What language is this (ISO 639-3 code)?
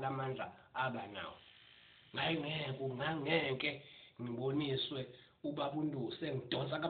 zul